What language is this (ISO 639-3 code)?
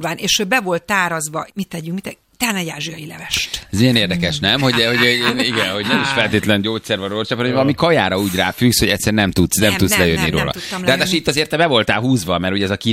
hun